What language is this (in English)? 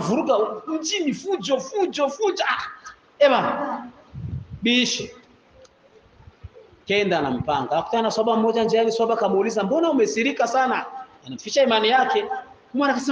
Swahili